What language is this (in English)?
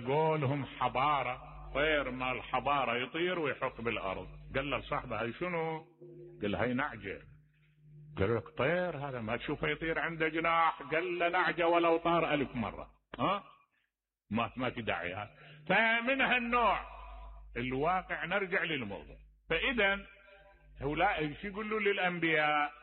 Mesopotamian Arabic